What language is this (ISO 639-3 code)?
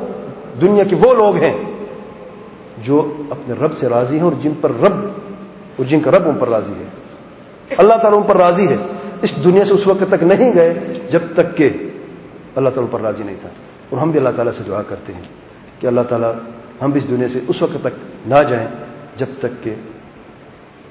urd